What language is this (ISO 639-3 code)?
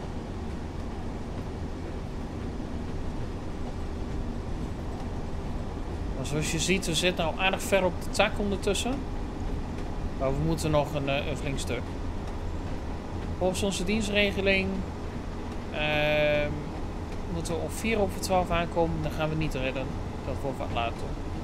nld